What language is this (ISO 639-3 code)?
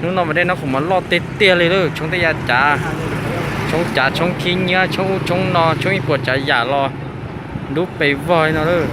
hmn